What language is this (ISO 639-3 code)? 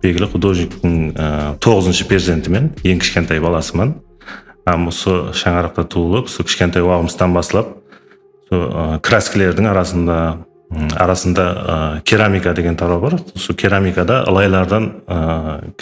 kaa